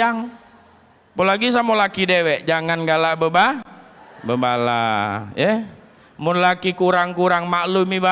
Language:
Musi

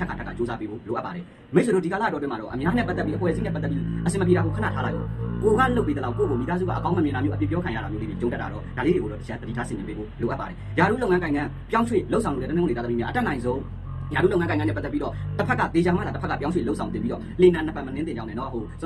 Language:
Burmese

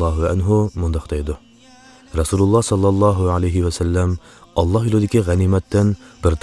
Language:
Uyghur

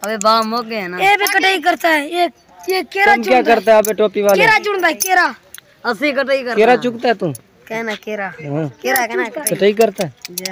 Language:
Saraiki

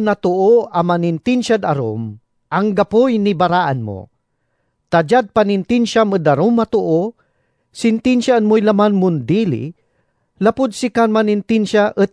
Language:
Pangasinan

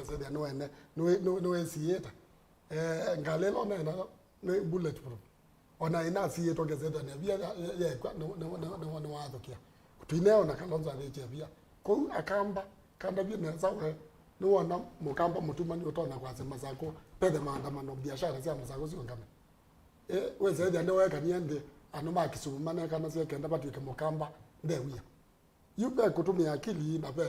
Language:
Kamba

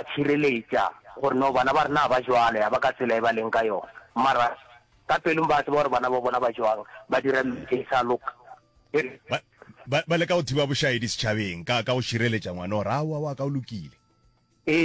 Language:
Northern Sotho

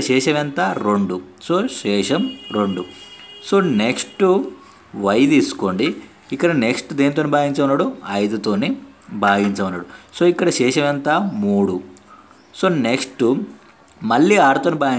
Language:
Telugu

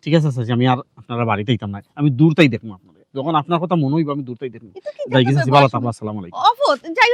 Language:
Sylheti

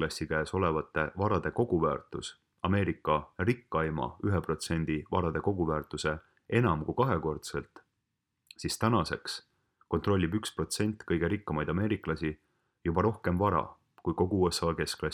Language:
Estonian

